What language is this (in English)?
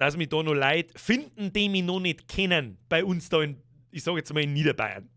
Bavarian